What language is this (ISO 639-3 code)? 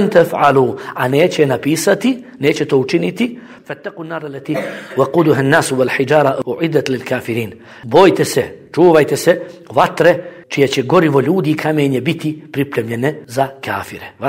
bos